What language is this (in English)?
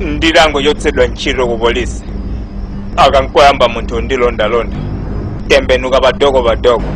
Nyanja